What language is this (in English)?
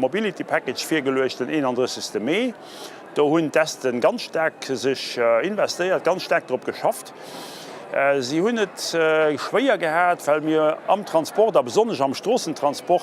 Luxembourgish